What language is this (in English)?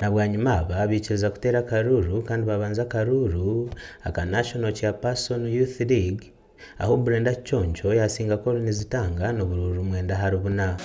Nyankole